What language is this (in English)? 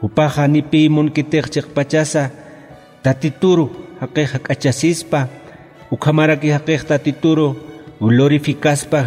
Aymara